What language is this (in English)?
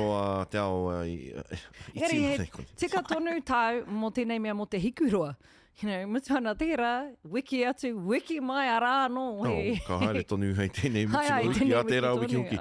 Māori